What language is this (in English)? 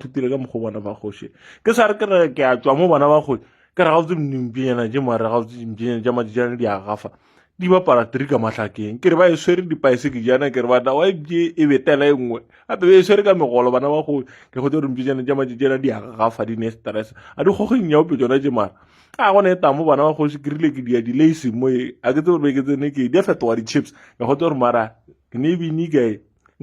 Northern Sotho